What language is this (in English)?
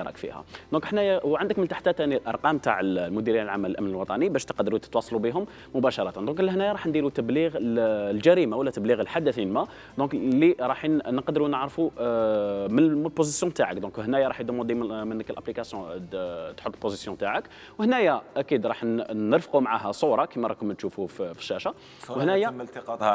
Algerian Arabic